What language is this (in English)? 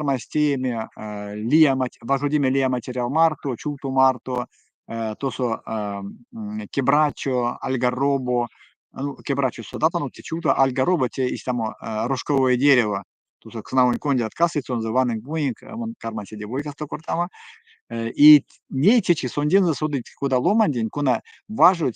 Erzya